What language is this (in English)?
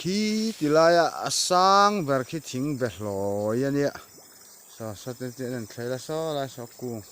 Mizo